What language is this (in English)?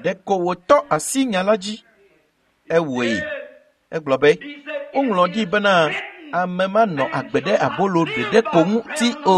Ewe